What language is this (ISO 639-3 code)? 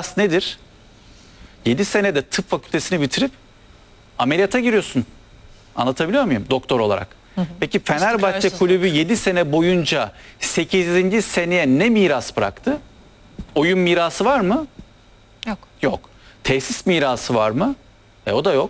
tur